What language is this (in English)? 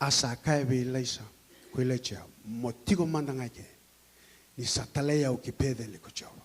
Fijian